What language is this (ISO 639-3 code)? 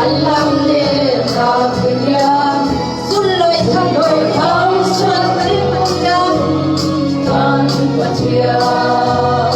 cfm